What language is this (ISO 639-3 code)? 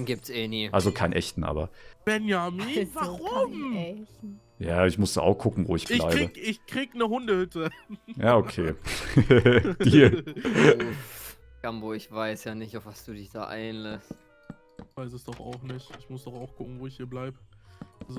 deu